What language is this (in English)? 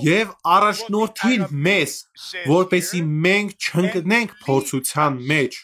Armenian